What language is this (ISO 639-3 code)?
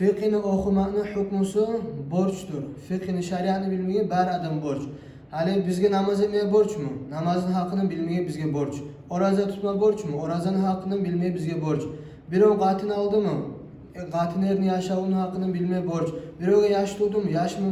kum